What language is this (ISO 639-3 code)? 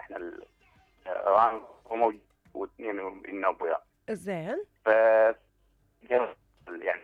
acm